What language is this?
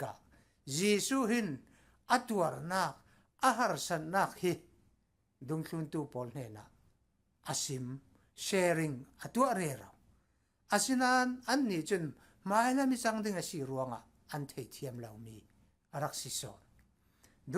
Falam Chin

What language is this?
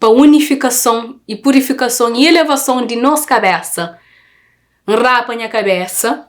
Kabuverdianu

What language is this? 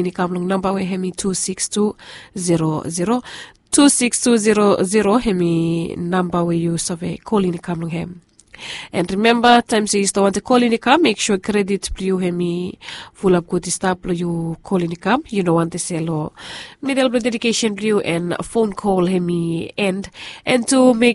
Bislama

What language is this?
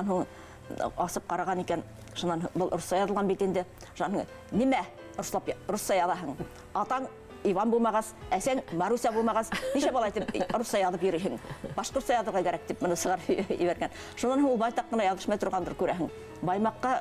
Bashkir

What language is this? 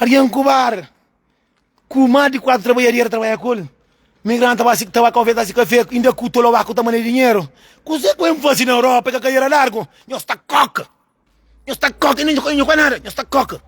Kabuverdianu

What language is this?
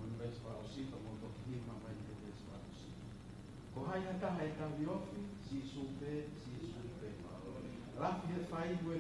Tongan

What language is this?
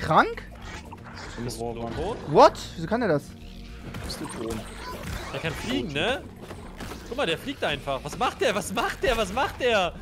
German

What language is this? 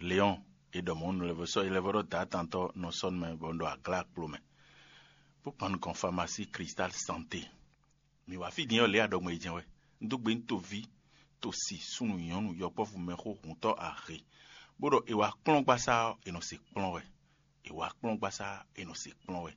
Fon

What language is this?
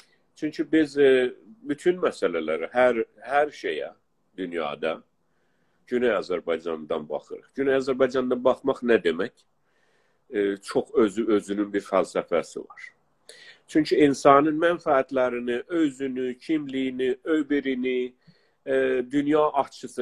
South Azerbaijani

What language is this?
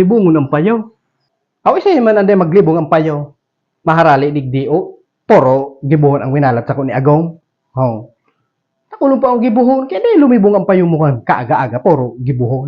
Bikol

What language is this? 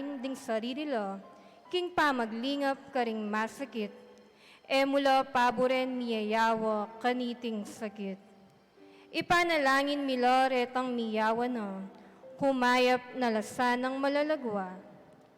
Pampanga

